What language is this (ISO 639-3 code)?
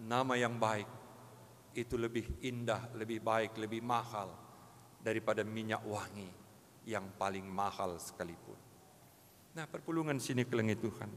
btx